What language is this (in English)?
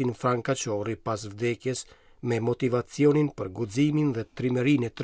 Albanian